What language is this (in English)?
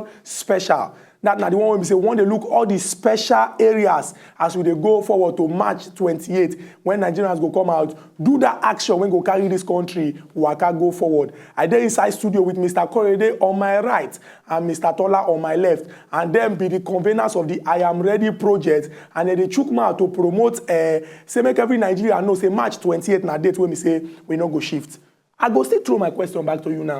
Nigerian Pidgin